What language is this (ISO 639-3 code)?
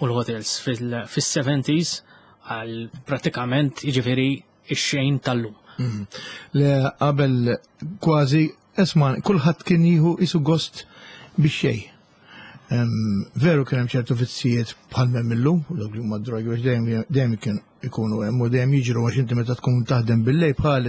mlt